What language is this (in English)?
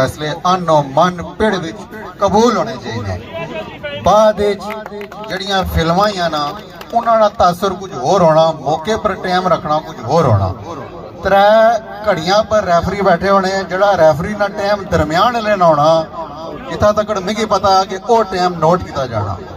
Pahari-Potwari